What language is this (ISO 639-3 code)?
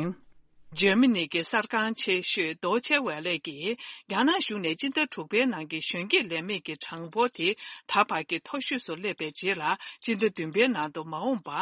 bod